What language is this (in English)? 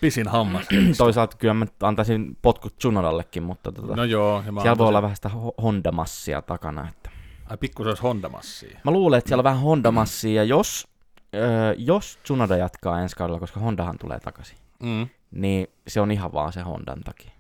Finnish